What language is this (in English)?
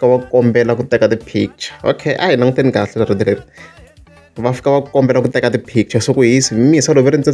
Tsonga